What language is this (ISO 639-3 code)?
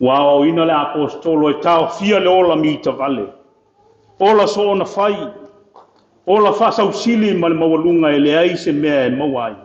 smo